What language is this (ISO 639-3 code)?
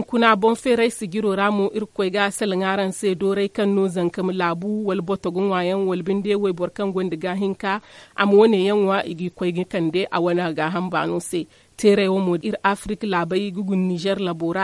dje